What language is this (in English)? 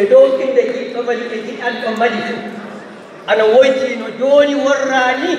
Fula